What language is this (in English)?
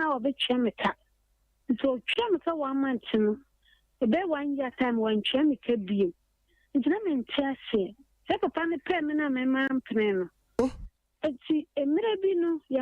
Akan